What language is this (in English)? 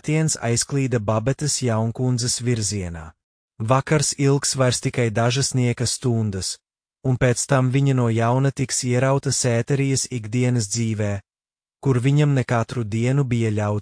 Latvian